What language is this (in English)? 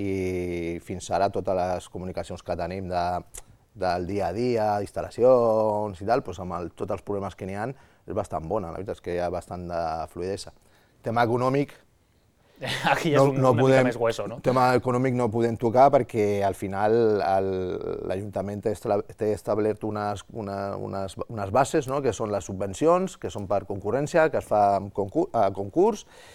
Catalan